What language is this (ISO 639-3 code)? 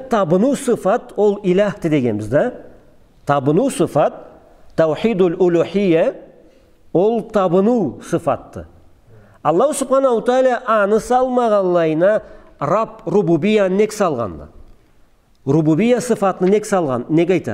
krc